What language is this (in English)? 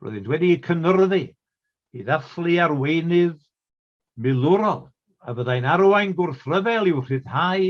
Welsh